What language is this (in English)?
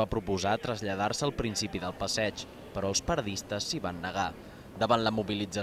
Catalan